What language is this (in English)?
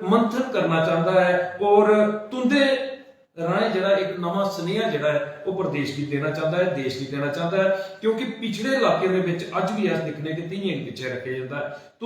Dogri